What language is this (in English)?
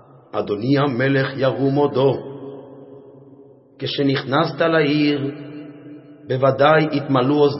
Hebrew